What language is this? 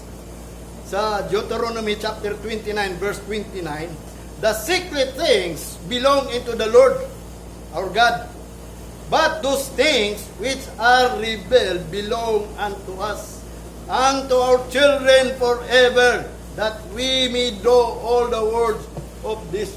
Cebuano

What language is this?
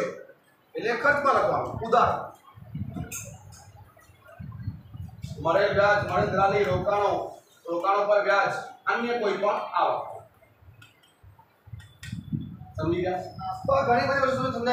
Gujarati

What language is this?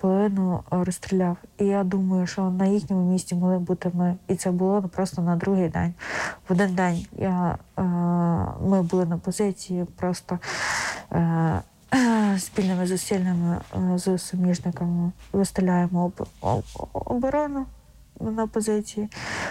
Ukrainian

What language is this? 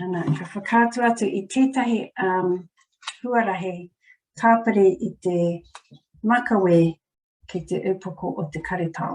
Māori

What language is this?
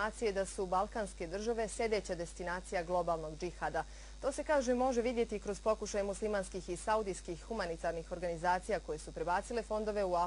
Bosnian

